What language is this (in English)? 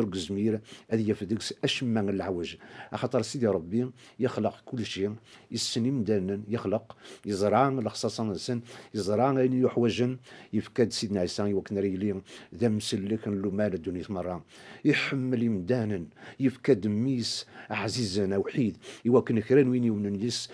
Kabyle